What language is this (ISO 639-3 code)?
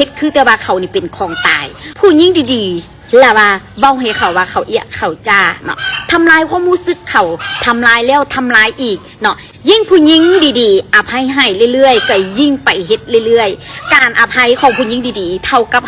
tts